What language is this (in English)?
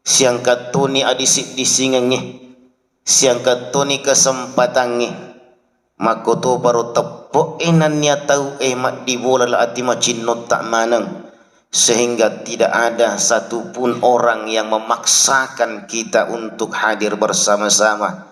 Buginese